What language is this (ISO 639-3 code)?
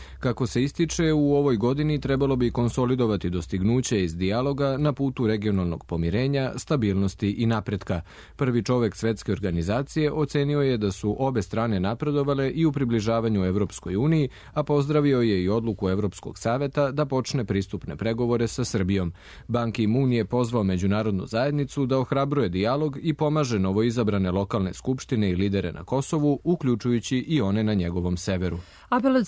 srp